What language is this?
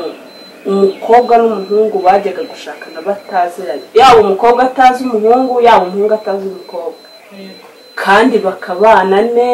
Kinyarwanda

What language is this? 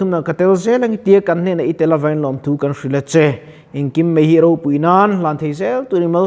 Mizo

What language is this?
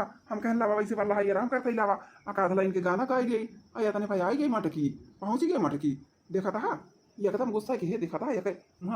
Awadhi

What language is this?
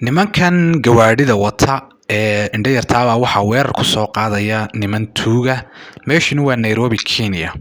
Somali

